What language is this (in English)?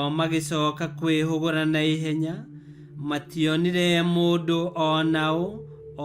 Kikuyu